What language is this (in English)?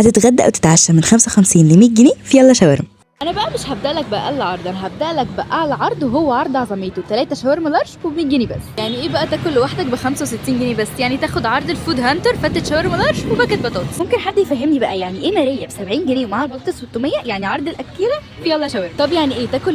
Egyptian Arabic